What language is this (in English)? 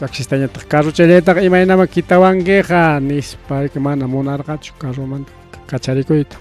Ayacucho Quechua